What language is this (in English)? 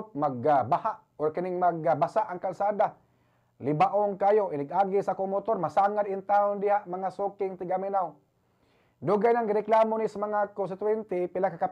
Cebuano